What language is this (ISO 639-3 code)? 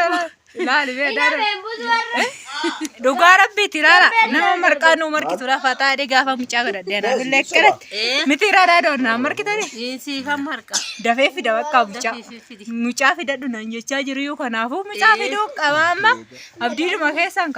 orm